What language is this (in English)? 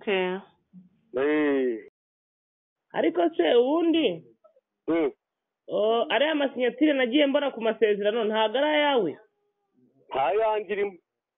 Kinyarwanda